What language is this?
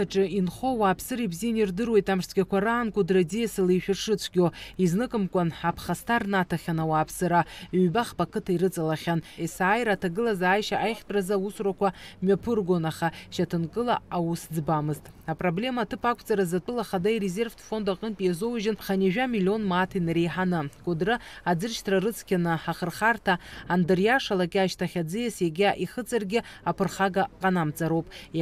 Abkhazian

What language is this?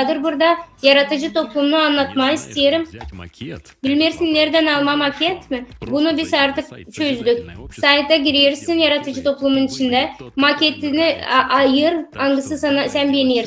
Gagauz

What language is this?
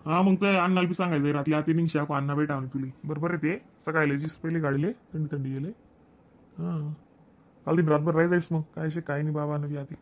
Khandesi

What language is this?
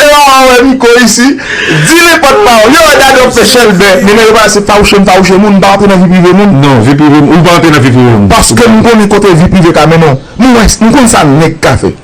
Haitian Creole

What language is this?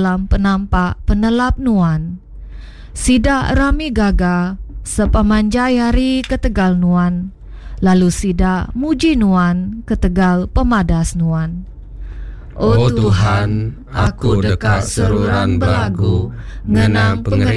Iban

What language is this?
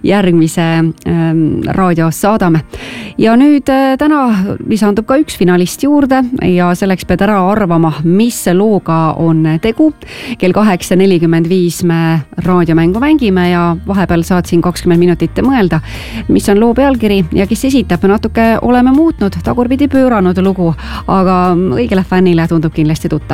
Estonian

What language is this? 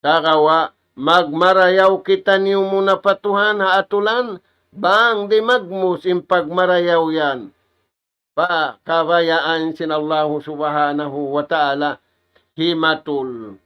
Tausug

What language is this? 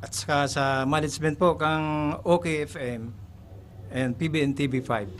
Bikol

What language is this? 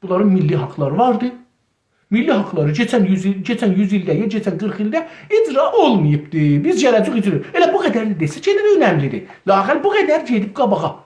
South Azerbaijani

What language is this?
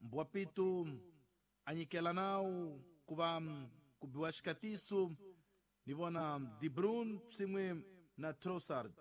Tsonga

